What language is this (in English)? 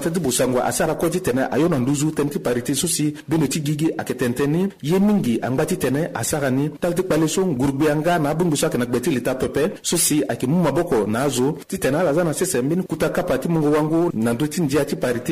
Sango